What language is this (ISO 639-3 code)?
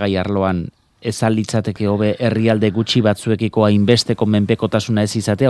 eus